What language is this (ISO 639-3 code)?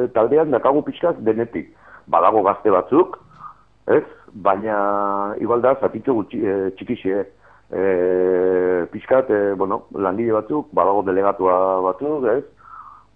eus